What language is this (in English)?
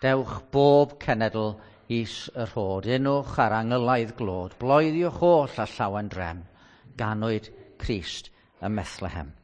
Welsh